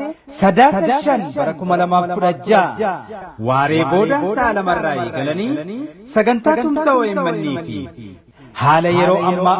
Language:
Oromo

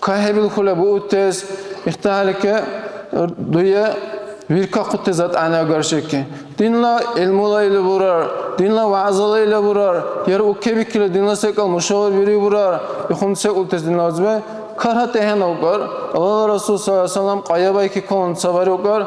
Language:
Dargwa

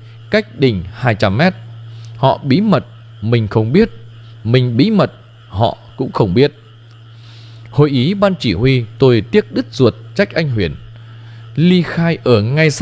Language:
Vietnamese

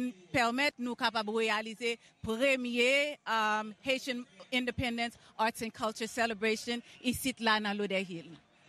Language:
Haitian Creole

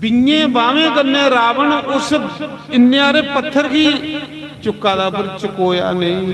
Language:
Dogri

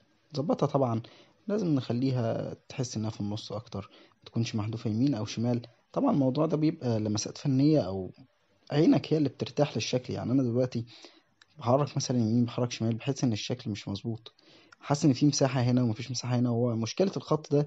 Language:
Egyptian Arabic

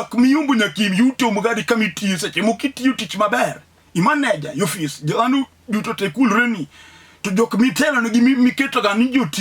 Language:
Luo (Kenya and Tanzania)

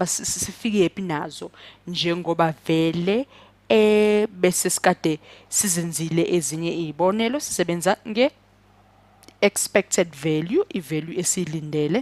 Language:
Zulu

